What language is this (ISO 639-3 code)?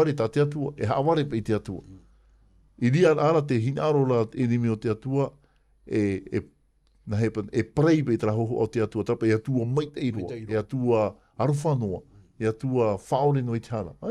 tah